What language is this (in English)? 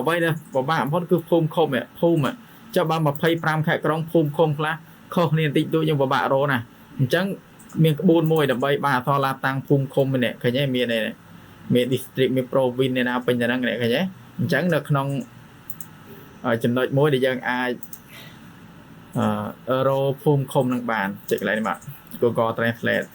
Khmer